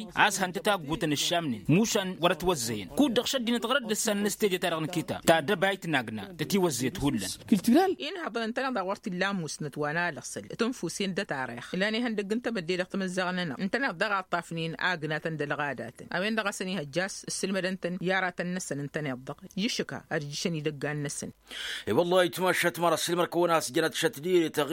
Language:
Tamasheq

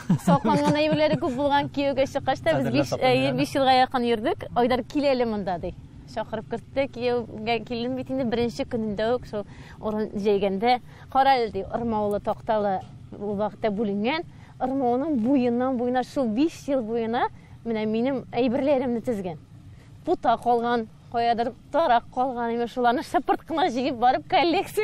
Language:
Tatar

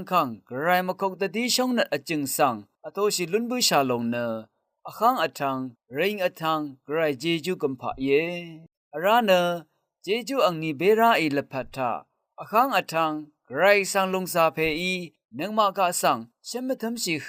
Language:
Rawang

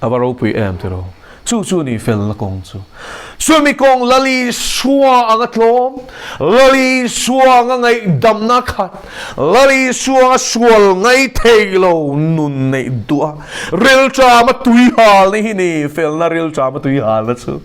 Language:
Mizo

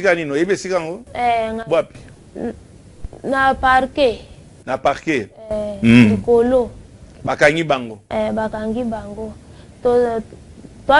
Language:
Lingala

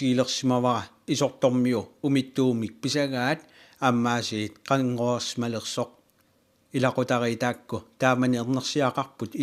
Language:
Kalaallisut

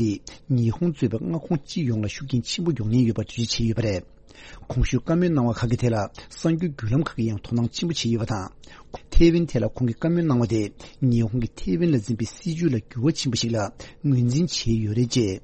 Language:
Tibetan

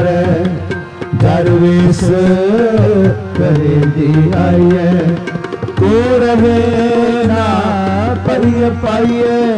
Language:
Punjabi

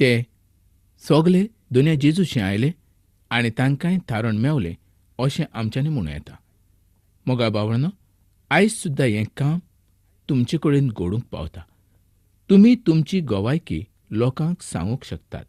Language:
Konkani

